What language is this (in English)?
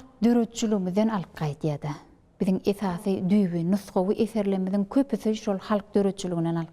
Turkmen